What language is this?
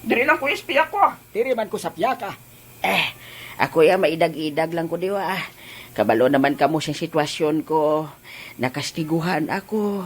Hiligaynon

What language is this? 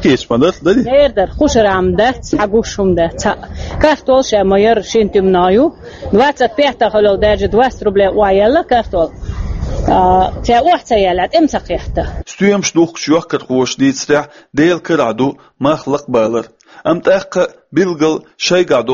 Chechen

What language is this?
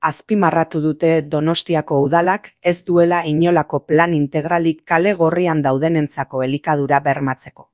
Basque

